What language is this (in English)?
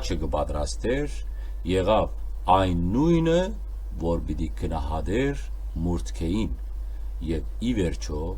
Western Armenian